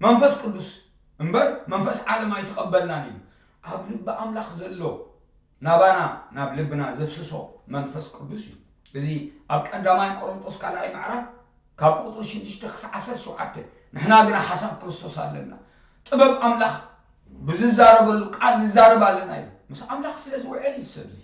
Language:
Tigrinya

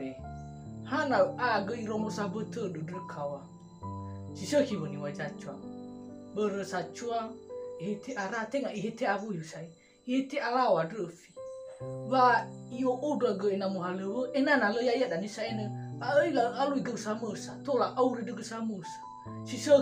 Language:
Nias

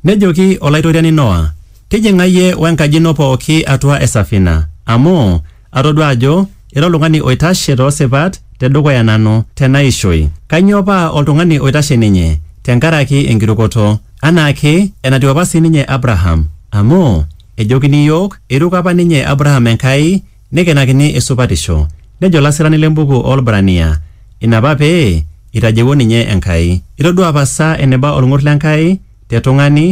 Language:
Masai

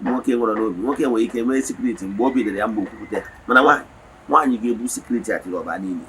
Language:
Igbo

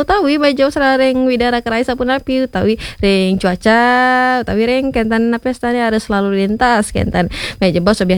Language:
Balinese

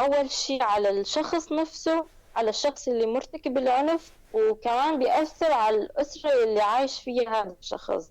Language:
North Levantine Arabic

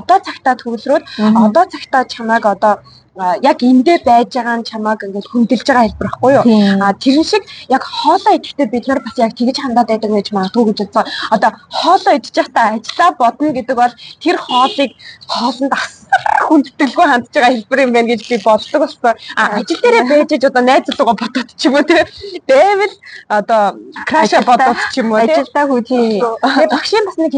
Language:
Mongolian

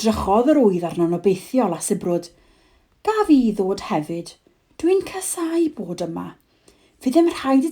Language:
Welsh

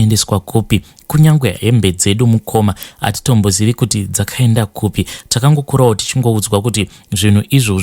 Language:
Shona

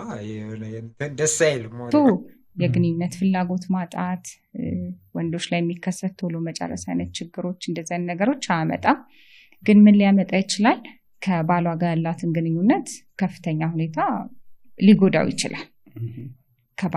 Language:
Amharic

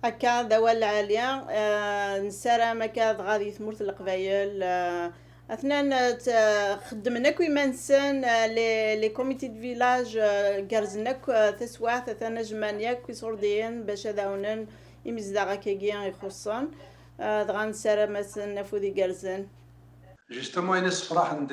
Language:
Kabyle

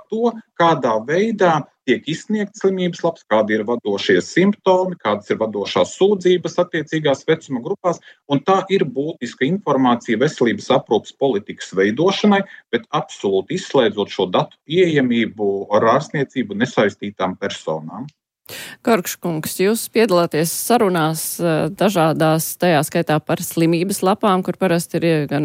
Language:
Latvian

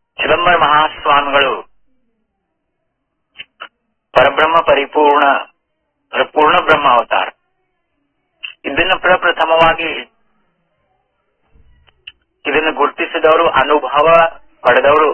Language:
Kannada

